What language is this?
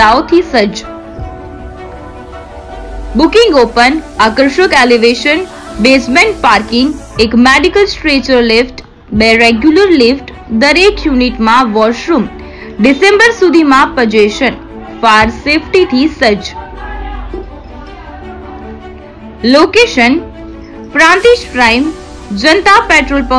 Gujarati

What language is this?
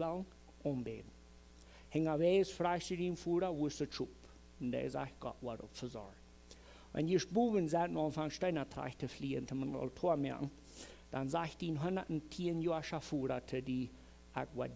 Plautdietsch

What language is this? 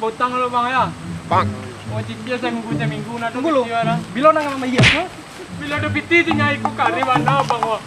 Minangkabau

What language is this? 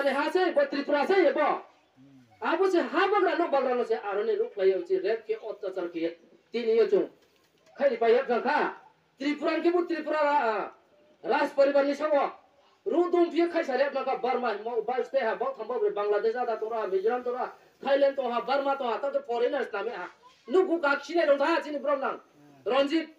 Riang (India)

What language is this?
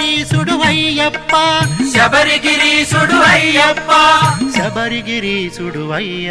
Telugu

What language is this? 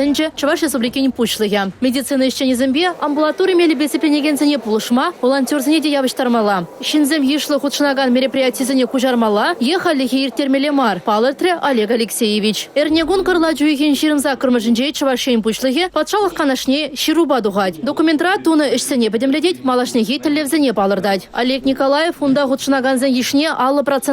Chuvash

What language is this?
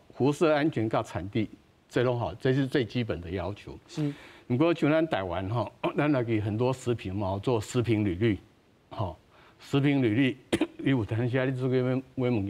Min Nan Chinese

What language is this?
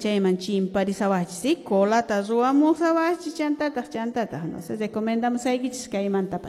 Quechua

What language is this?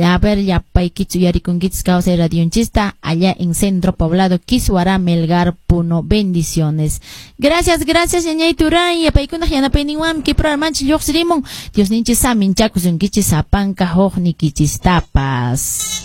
Quechua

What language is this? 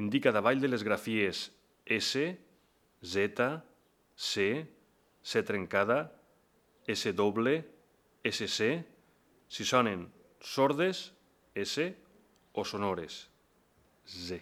Catalan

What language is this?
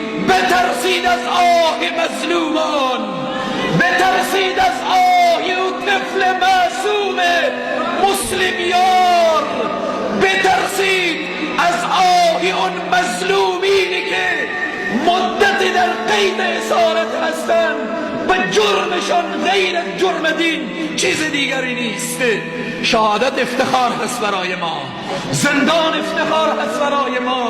Persian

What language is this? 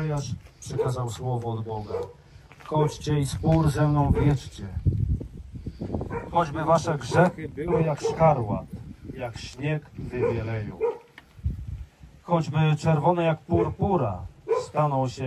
Polish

